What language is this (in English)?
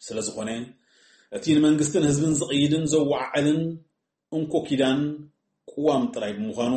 Tigrinya